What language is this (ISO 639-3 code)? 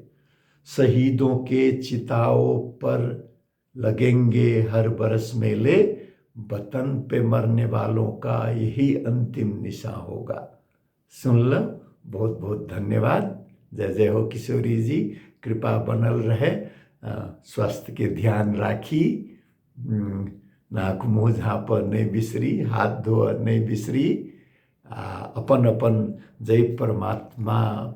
mai